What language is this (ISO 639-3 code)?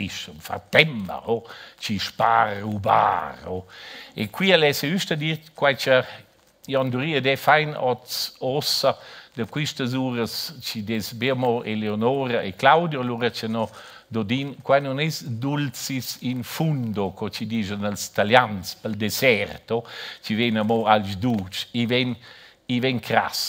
roh